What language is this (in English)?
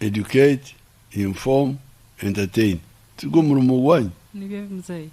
Nyankole